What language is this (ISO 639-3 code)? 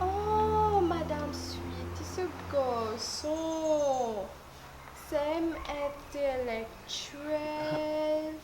mfe